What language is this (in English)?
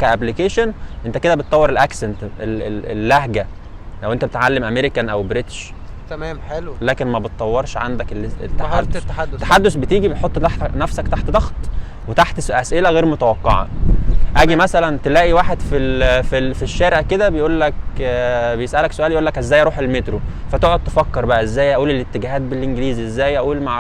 Egyptian Arabic